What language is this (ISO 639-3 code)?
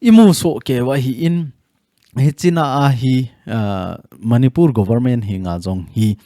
tcz